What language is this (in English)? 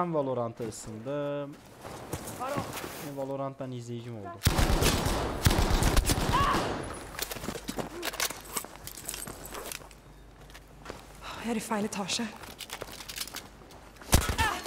Turkish